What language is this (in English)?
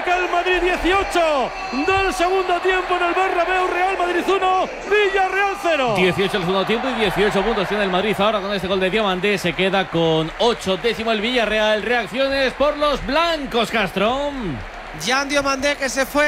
Spanish